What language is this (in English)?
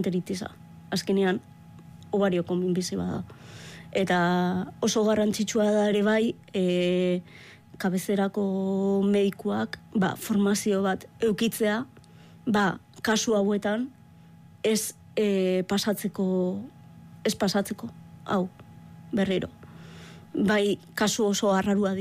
Basque